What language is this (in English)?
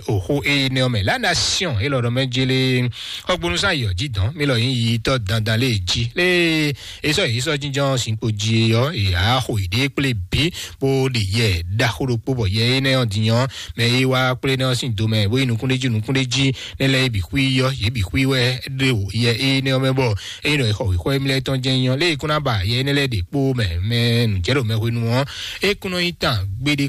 Fon